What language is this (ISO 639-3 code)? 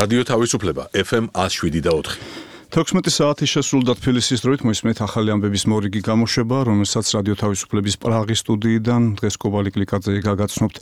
kat